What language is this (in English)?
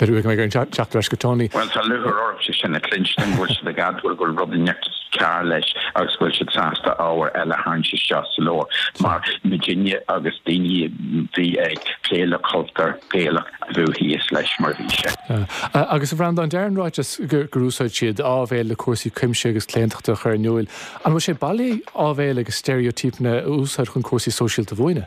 Irish